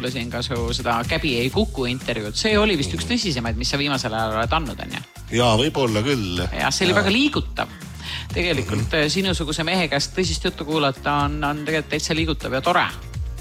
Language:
Estonian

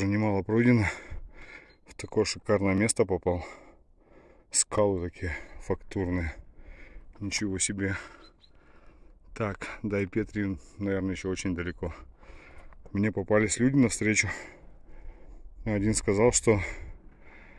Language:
Russian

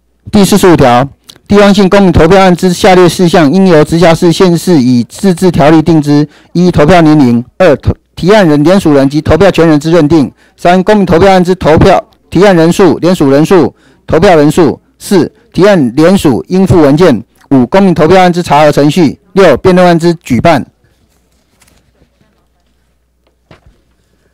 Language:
Chinese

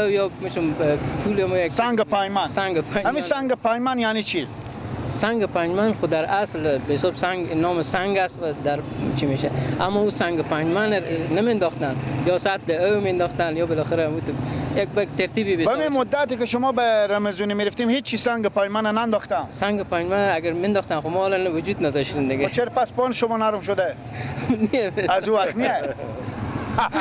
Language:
Persian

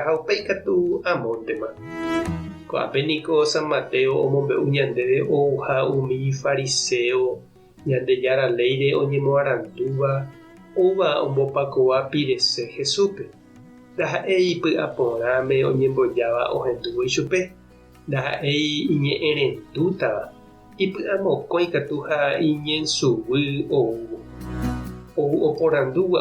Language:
Guarani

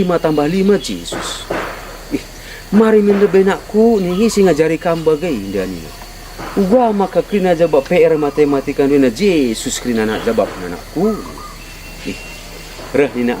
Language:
Batak Karo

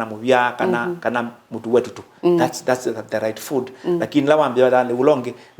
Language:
Kamba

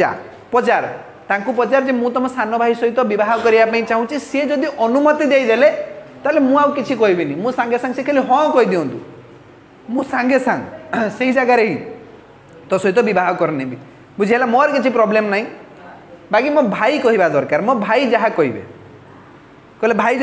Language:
Odia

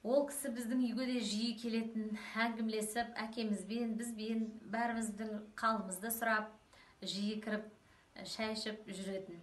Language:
Kazakh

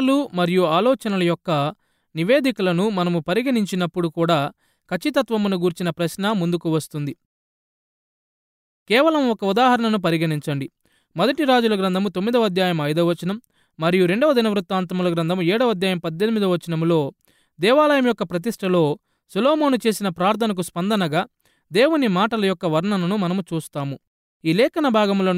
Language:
Telugu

